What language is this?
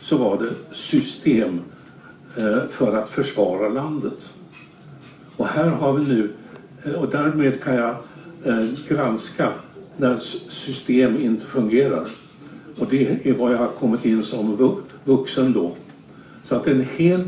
Swedish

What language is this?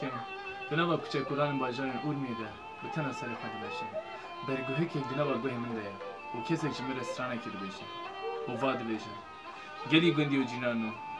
Kurdish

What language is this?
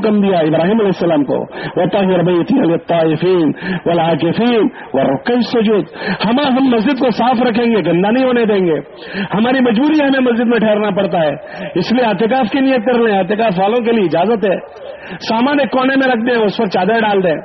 Urdu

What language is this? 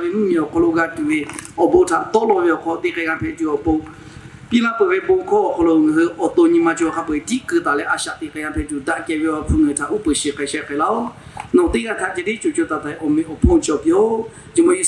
Lahu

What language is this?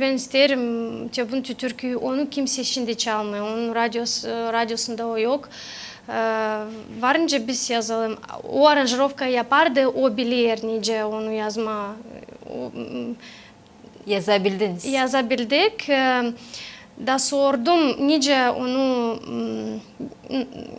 Gagauz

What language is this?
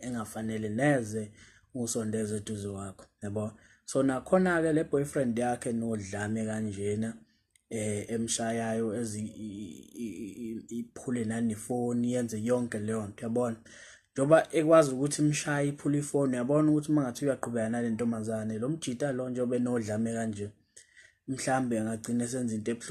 Zulu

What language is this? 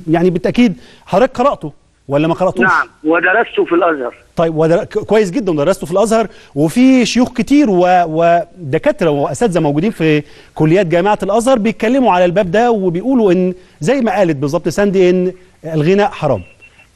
Egyptian Arabic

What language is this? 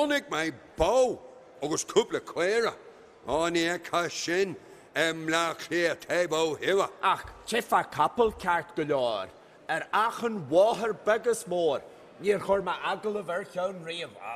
Irish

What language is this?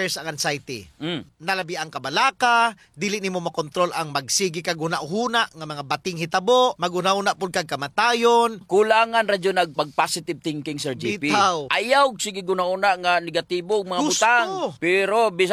Cebuano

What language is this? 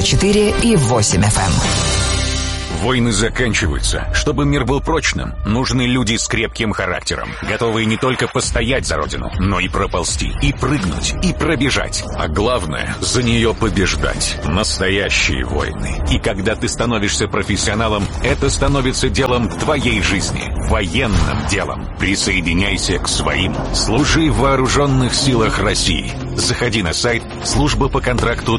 Russian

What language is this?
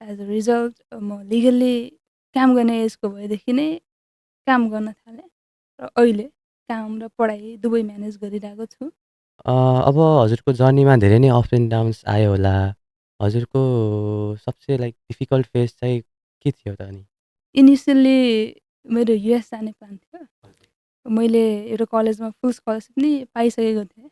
Nepali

